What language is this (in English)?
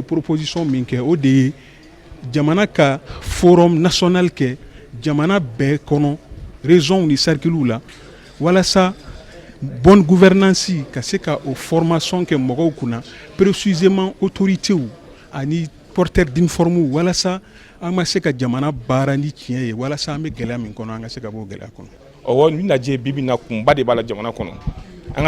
Bambara